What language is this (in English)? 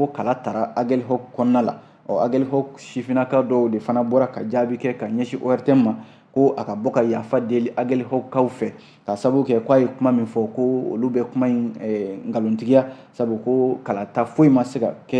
Bambara